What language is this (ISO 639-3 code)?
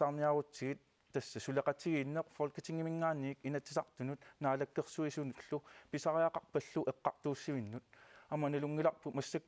kal